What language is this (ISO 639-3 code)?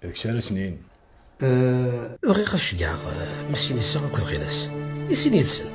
kab